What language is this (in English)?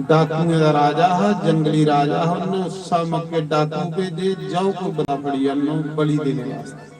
Dogri